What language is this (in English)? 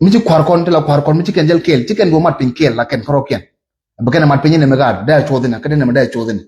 Nuer